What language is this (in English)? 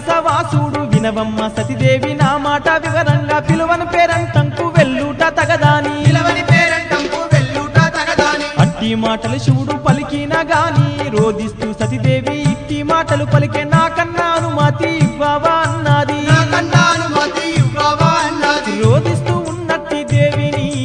Telugu